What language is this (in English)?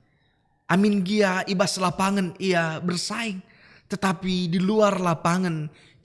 Batak Karo